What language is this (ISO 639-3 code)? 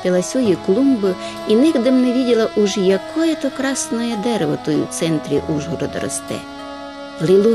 rue